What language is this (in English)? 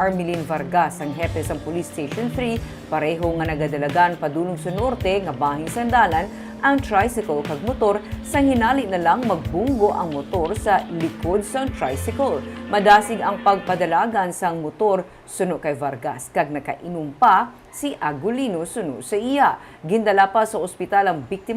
Hiligaynon